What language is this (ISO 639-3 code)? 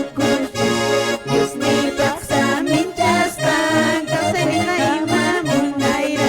que